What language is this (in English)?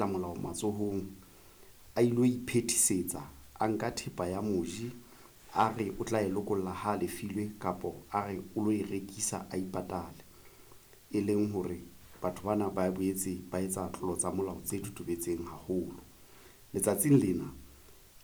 Southern Sotho